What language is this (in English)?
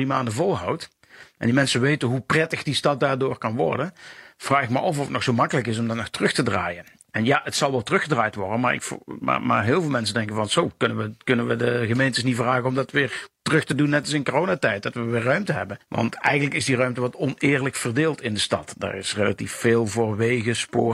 Dutch